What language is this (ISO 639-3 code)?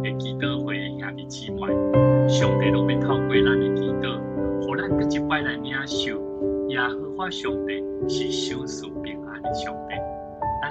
nan